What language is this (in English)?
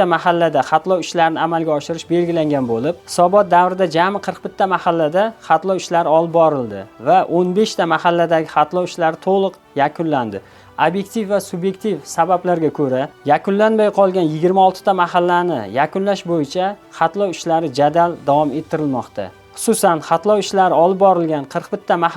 Uzbek